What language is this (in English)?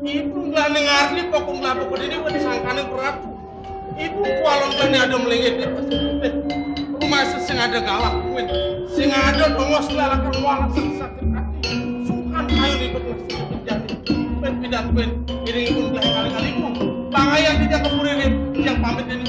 Balinese